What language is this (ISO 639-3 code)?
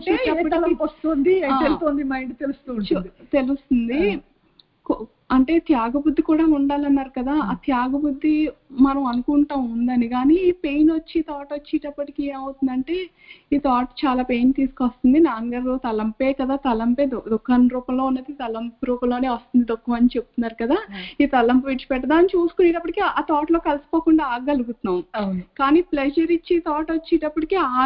tel